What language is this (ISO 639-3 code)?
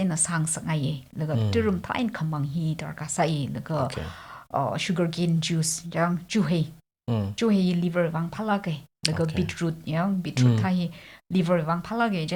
nmf